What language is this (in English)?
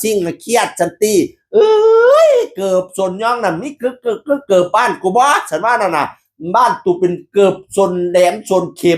Northeastern Thai